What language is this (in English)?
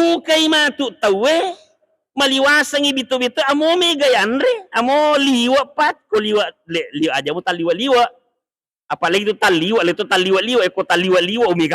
Buginese